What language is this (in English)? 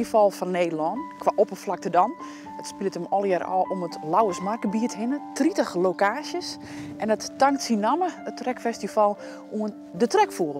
Western Frisian